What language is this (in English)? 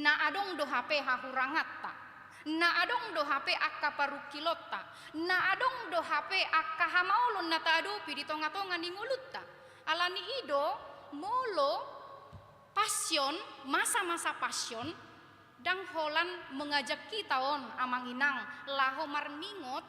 Batak Toba